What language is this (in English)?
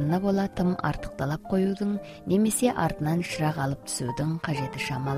Kazakh